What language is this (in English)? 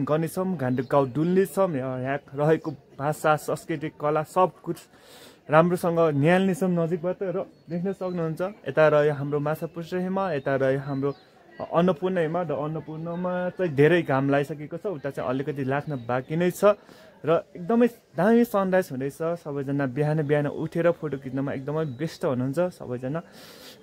Nepali